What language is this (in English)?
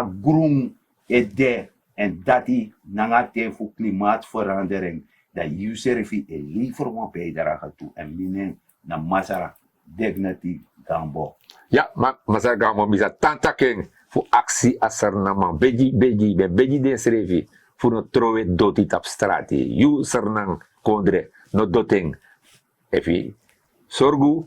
Sranan Tongo